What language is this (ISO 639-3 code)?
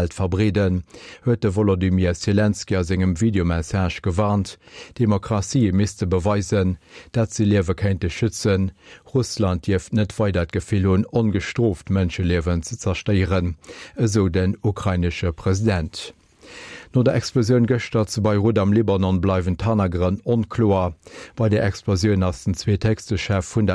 ltz